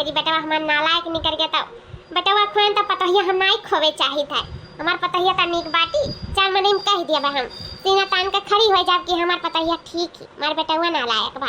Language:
Awadhi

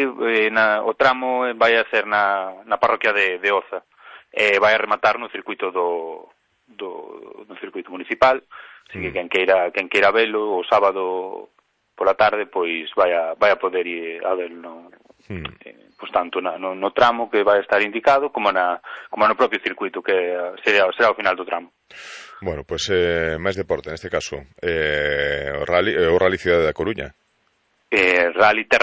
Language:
Galician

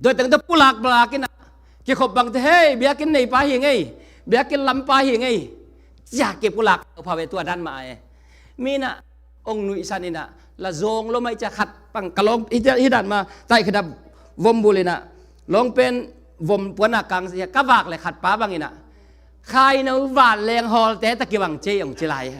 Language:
Tedim Chin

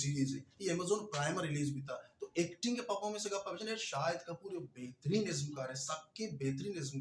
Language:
Baluchi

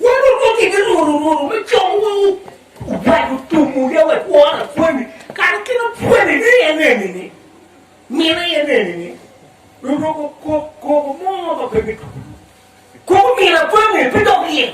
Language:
Acoli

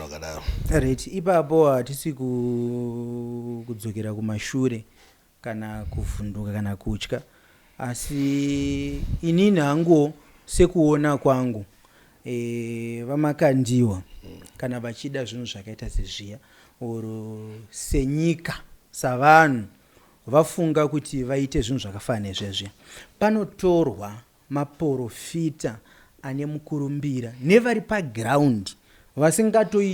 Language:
Shona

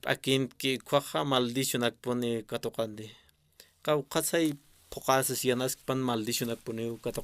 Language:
Aymara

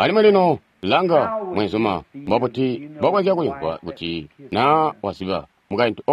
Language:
Tonga (Zambia)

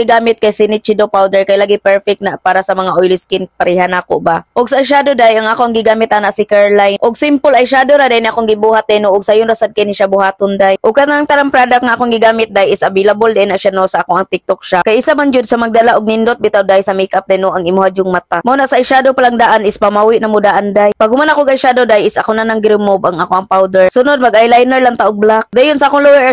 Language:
Cebuano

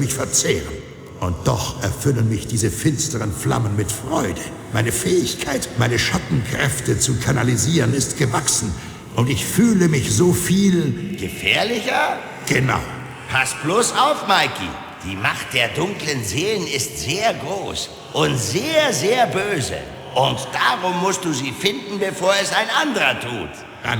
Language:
Bavarian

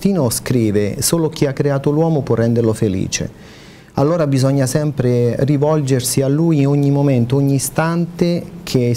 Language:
Italian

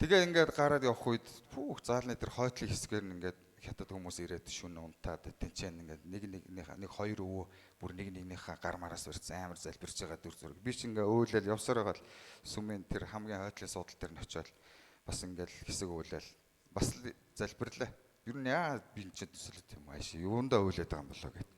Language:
Mongolian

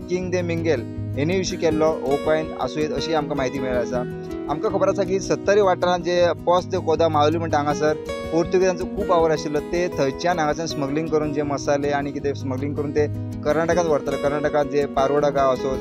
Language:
Konkani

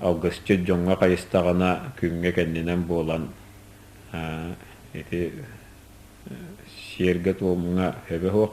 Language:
Yakut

